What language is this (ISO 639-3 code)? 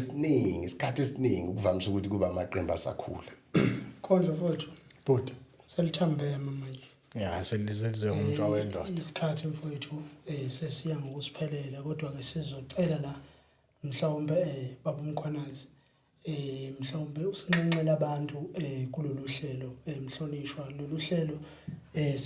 zul